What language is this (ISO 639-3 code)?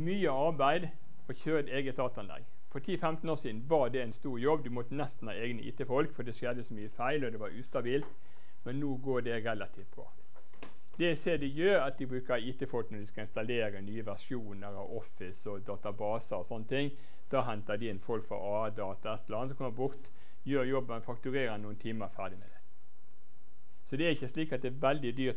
nor